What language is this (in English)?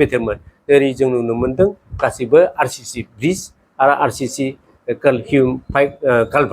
Bodo